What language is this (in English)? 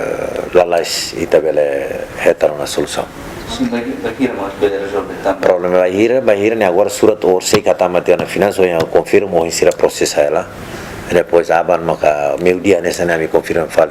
Tetum